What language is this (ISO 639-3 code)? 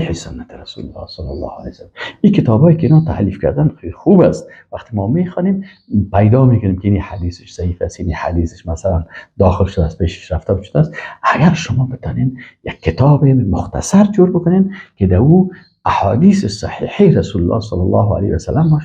fas